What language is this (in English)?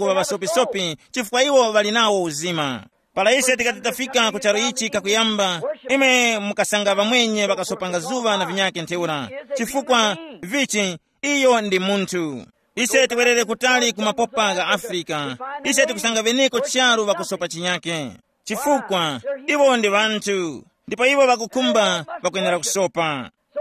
Tumbuka